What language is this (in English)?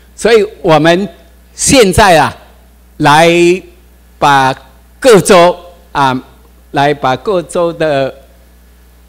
Chinese